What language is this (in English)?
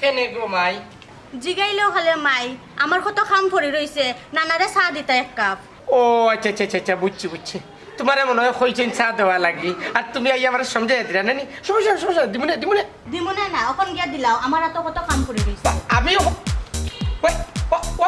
Sylheti